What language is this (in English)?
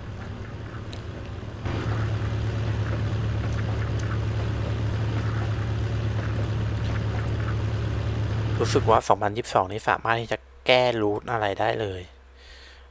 Thai